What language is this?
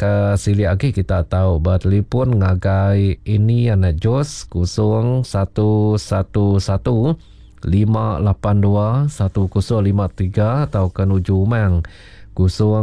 Iban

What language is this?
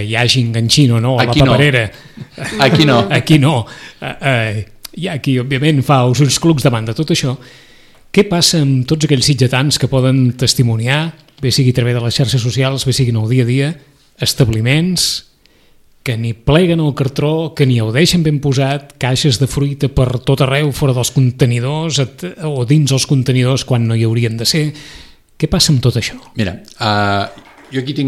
Catalan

